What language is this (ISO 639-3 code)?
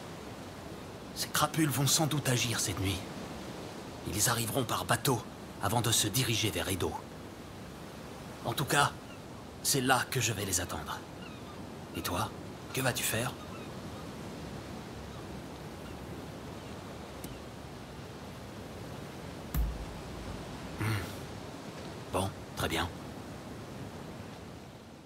fra